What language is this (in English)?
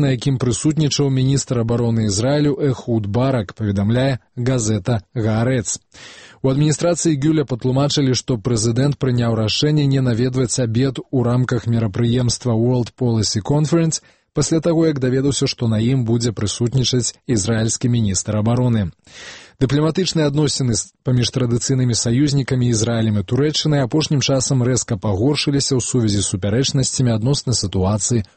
Belarusian